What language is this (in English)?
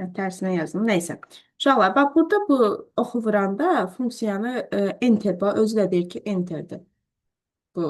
Azerbaijani